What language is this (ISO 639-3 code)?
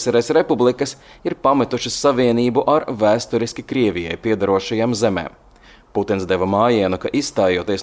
lav